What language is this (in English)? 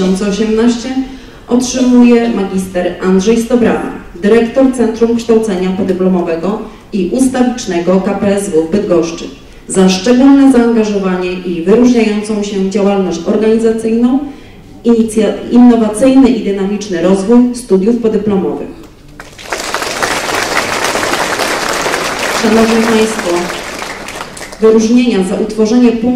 Polish